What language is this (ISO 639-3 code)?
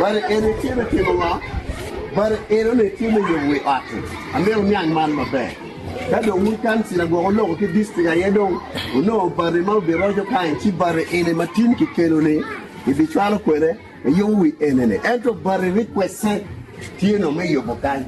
ach